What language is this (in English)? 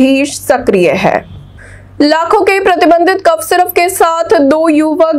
Hindi